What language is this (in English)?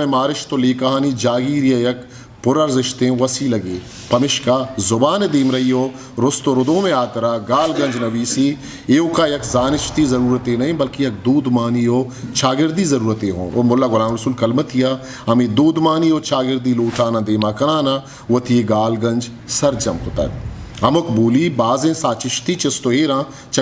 Eastern Balochi